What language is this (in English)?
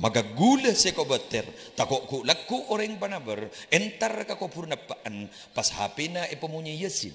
Madurese